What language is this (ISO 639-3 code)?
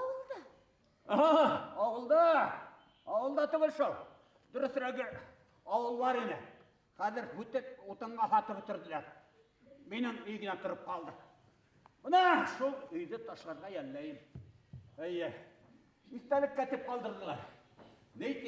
bak